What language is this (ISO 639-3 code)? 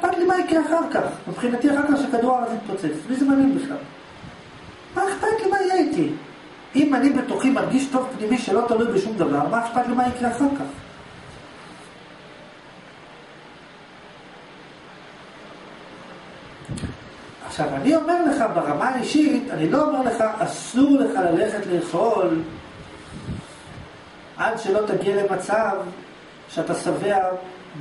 heb